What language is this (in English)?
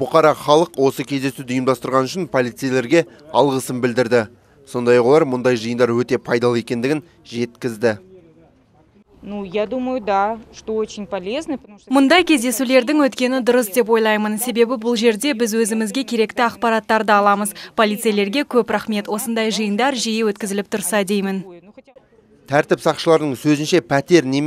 Kazakh